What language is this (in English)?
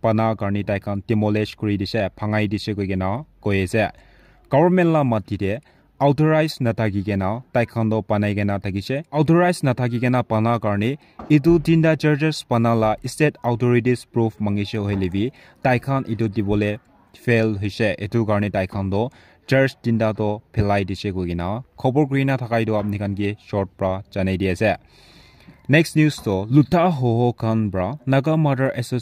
Naga Pidgin